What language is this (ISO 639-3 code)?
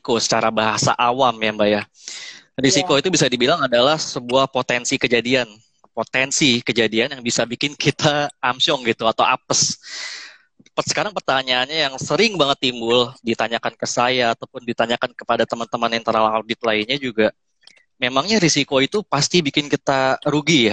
ind